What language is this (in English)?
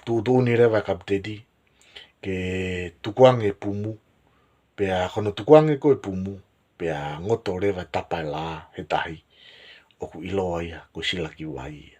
Tongan